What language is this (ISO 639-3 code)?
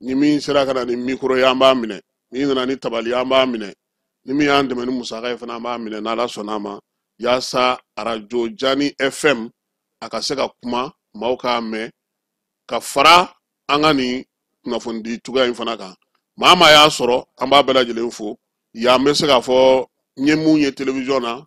bam